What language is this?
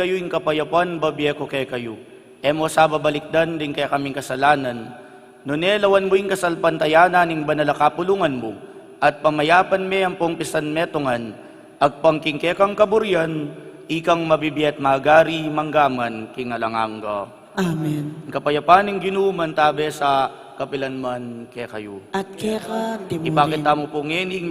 Pampanga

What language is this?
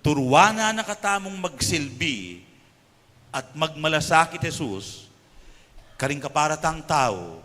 Pampanga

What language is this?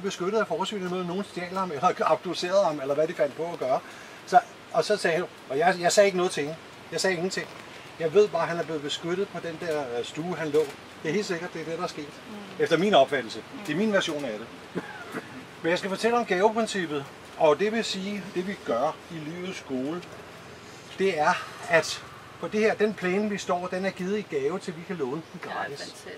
Danish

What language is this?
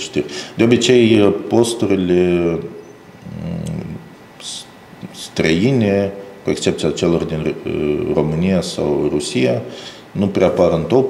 Romanian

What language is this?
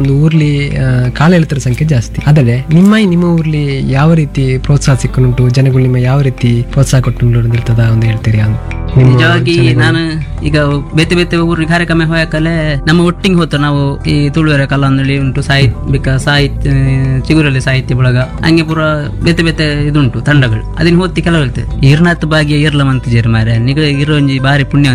Kannada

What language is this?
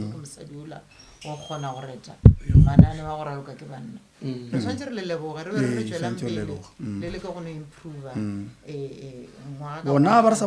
Northern Sotho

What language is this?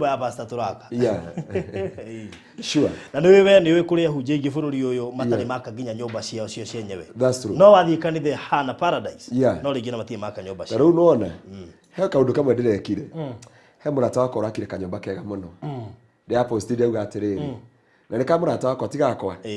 Kikuyu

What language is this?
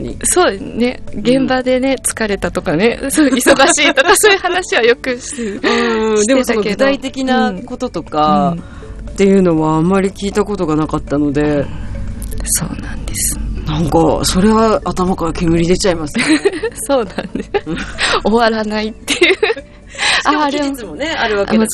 Japanese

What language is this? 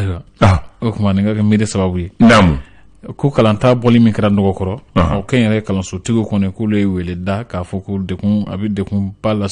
Bambara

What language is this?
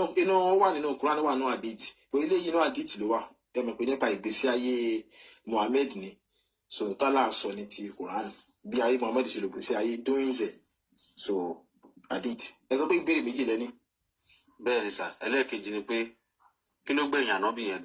Yoruba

